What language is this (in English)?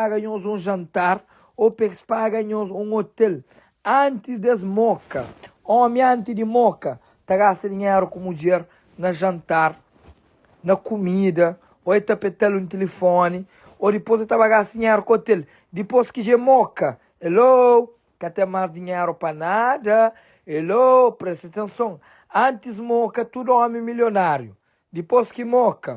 Kabuverdianu